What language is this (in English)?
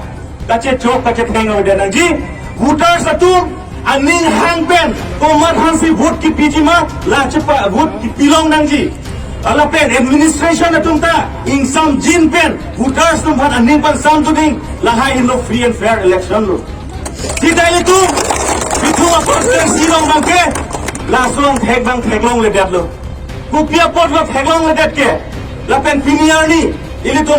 Karbi